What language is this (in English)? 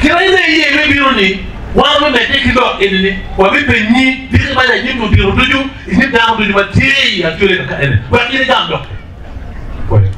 Acoli